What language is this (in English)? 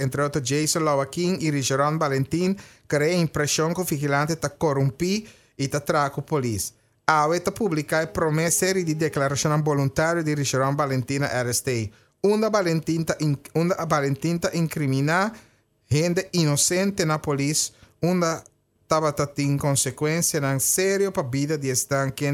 Papiamento